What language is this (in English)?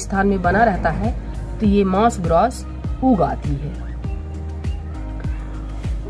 Hindi